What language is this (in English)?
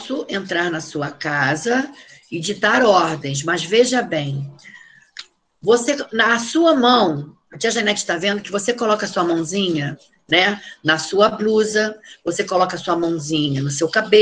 Portuguese